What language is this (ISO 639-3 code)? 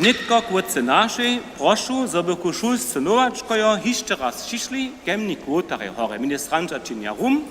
hsb